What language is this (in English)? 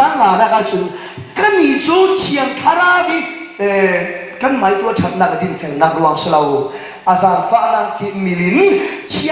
Falam Chin